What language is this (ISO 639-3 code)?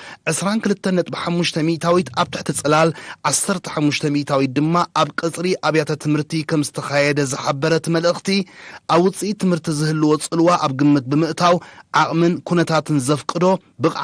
tir